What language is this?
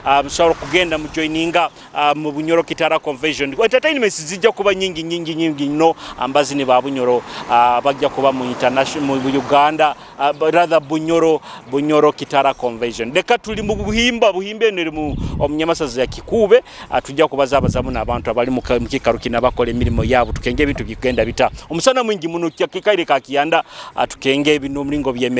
Nyoro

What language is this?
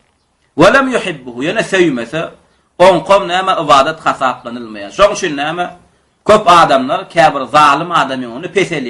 Turkmen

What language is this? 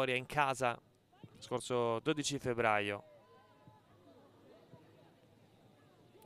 Italian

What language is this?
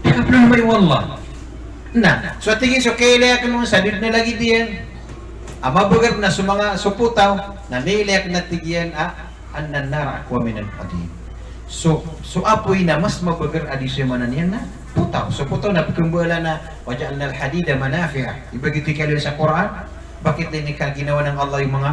Maranao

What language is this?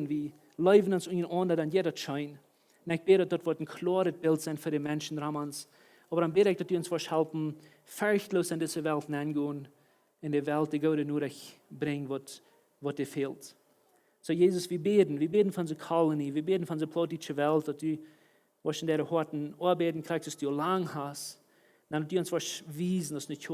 Plautdietsch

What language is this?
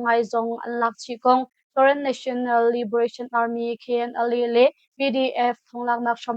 Hakha Chin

